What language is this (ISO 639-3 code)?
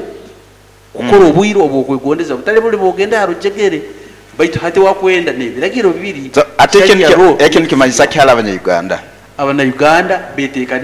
nyo